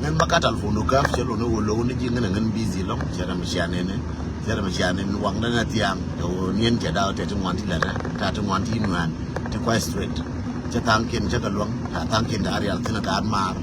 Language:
Nuer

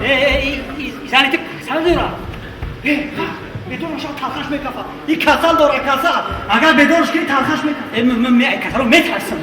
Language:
Tajik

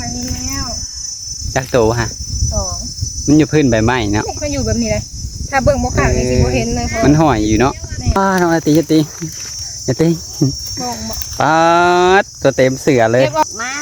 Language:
Lao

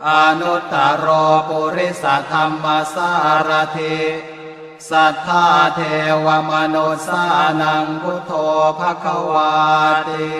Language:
Pali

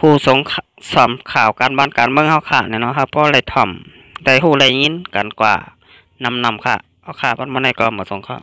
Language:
Shan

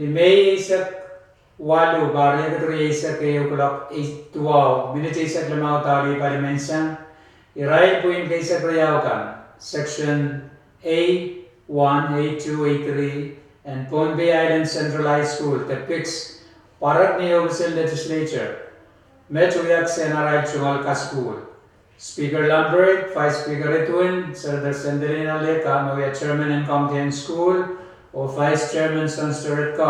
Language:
Pohnpeian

